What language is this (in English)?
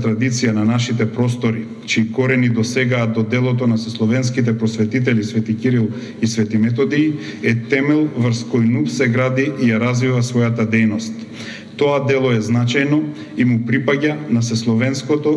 Macedonian